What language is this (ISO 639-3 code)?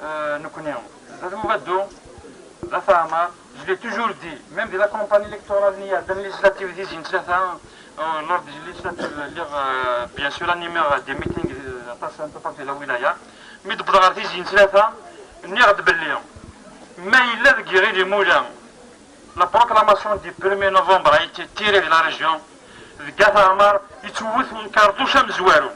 kab